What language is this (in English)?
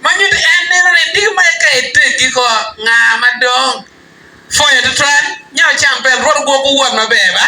Acoli